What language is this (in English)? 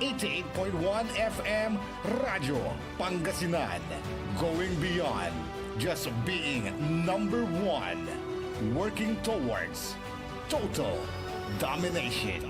Pangasinan